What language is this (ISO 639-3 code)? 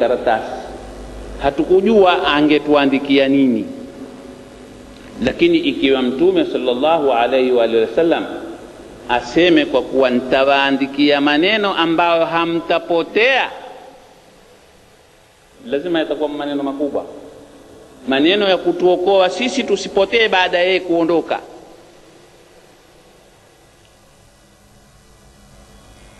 swa